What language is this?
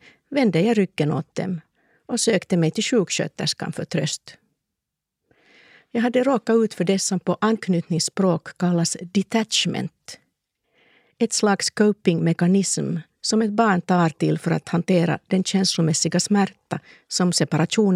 Swedish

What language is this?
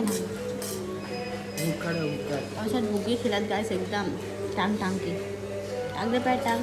Chhattisgarhi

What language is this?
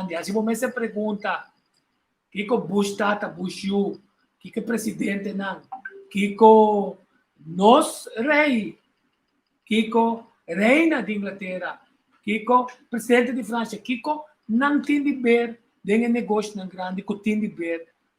Papiamento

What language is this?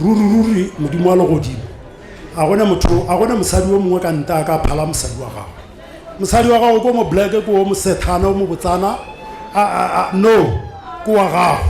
Northern Sotho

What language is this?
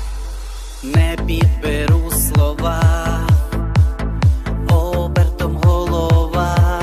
Ukrainian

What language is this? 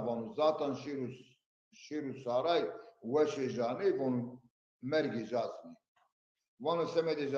Zaza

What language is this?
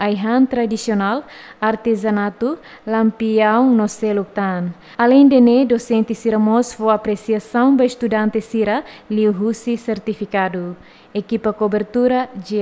Tetum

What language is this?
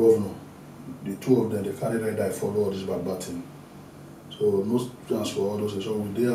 Nigerian Pidgin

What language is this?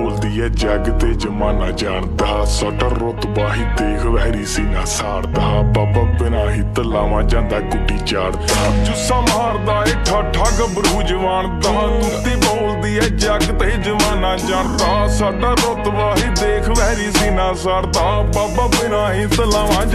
Punjabi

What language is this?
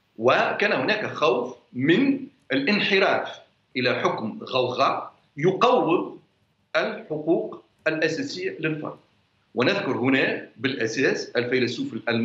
Arabic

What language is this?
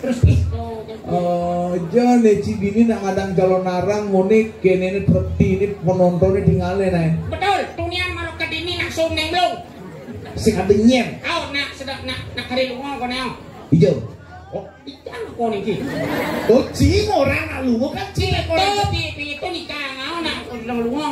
Balinese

